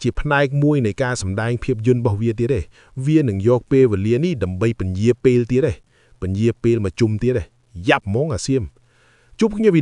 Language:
Khmer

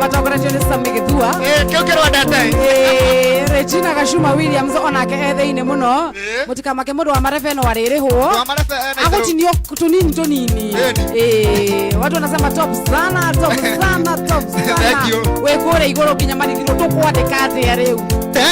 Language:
Kikuyu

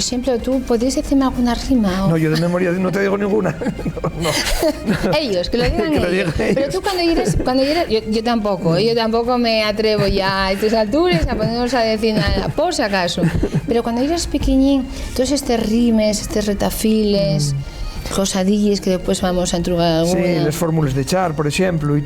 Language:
Asturian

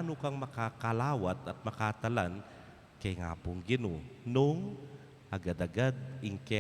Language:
Pampanga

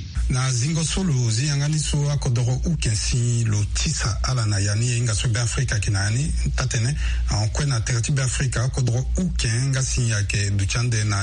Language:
Sango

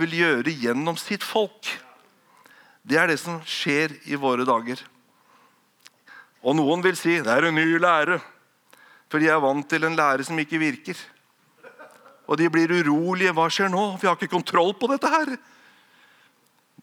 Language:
Norwegian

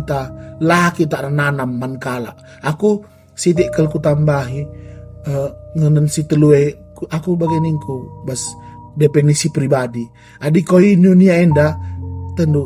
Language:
Batak Karo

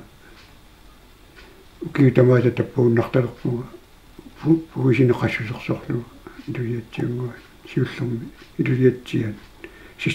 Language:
Kalaallisut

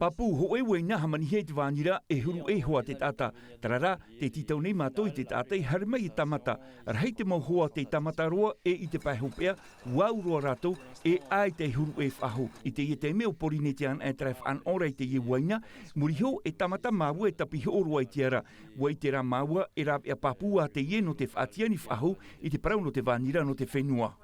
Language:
Tahitian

